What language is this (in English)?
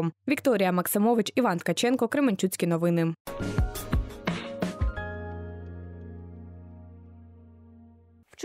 Ukrainian